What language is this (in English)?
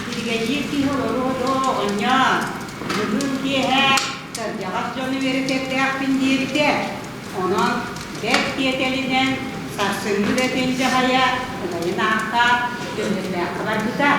Yakut